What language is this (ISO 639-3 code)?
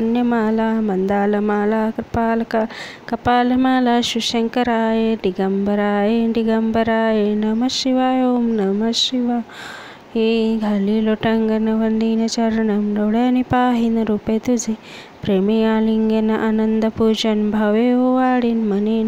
mar